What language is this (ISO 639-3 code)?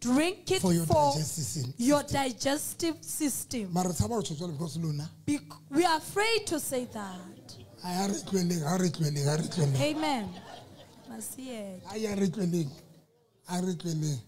sot